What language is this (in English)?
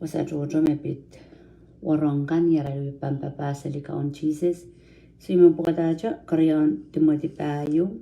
Pohnpeian